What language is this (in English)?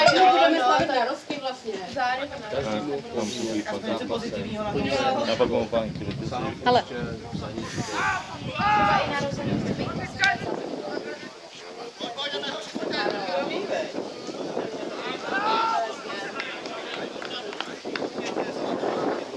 Czech